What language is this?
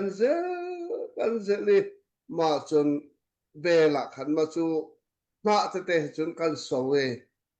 Hakha Chin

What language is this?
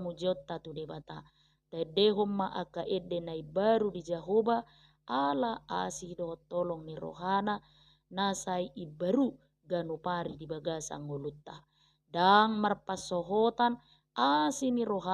Batak Toba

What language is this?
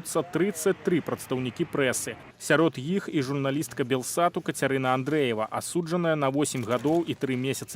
Belarusian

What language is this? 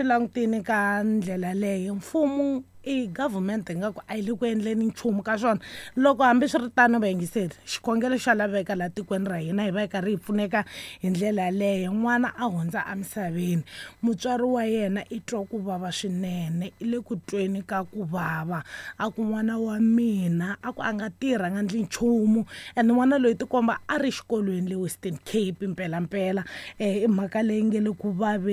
Tsonga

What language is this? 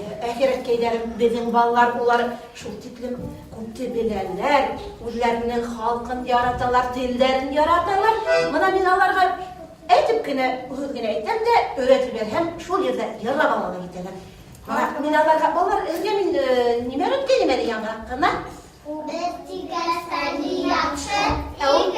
Bashkir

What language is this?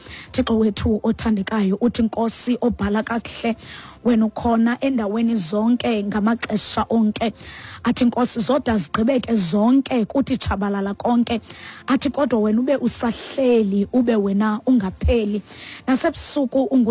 Xhosa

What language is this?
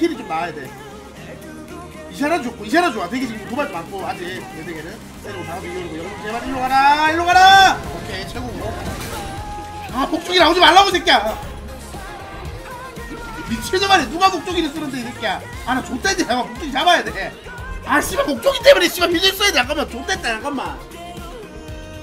Korean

